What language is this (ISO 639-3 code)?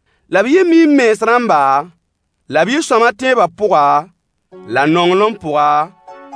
mos